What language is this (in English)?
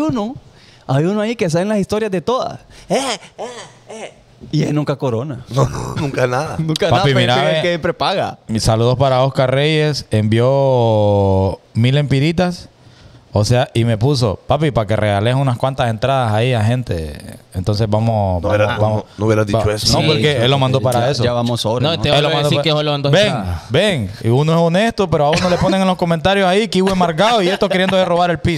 Spanish